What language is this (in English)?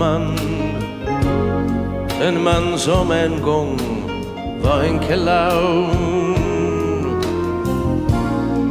Swedish